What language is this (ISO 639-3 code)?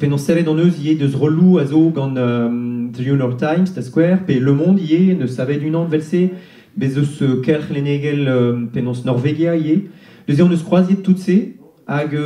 bre